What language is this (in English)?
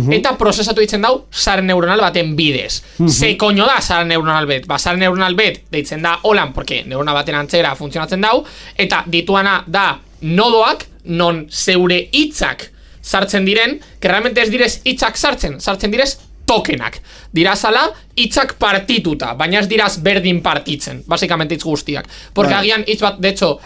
Basque